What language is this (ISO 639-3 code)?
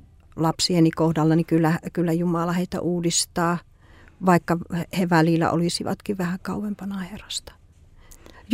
fin